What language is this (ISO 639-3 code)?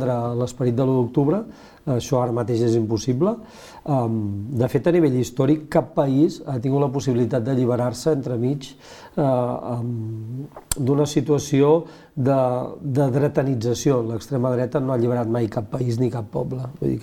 cat